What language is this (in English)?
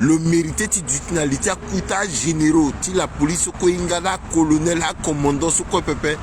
Sango